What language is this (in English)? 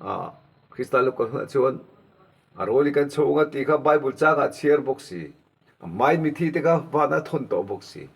Mizo